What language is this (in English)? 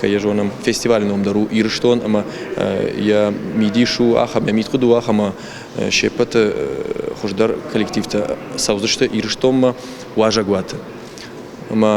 Ossetic